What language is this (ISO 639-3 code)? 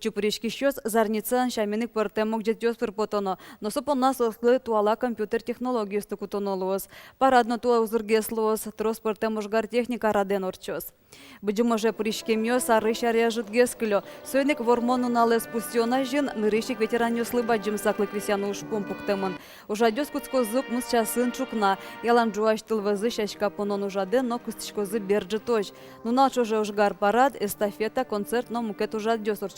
udm